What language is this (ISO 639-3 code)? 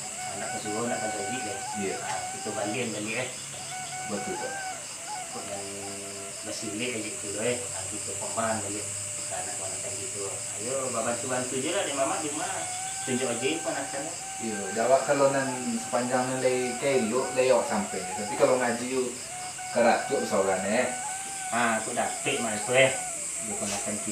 min